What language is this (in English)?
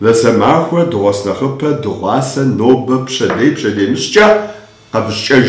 Kabardian